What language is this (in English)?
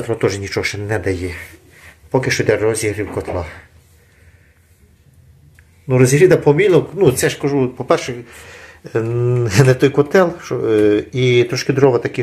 Ukrainian